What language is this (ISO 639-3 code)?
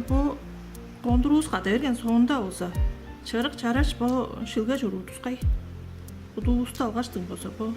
tyv